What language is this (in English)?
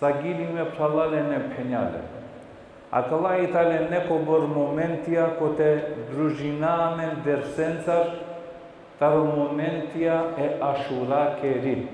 Balkan Romani